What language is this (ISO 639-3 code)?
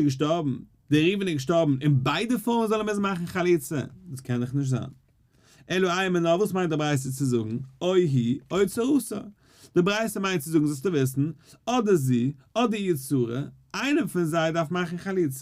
yid